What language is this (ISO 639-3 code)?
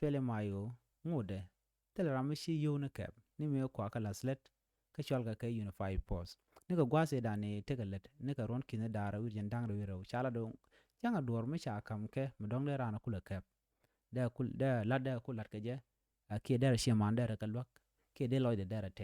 nus